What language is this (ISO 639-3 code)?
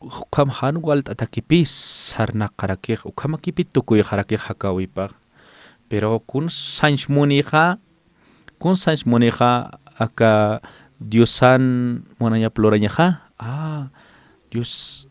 aym